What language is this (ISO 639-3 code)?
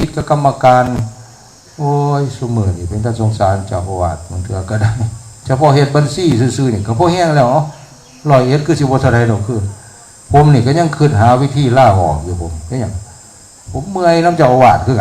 tts